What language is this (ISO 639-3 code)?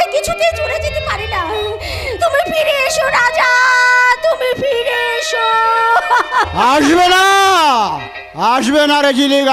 ben